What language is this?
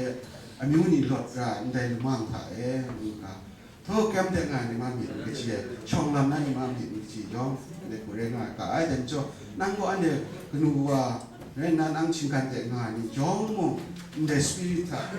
Kachin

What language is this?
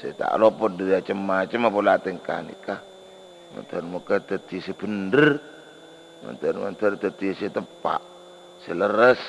Madurese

